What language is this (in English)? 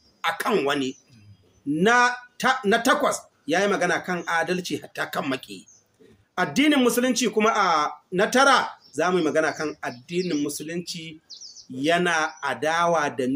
Hausa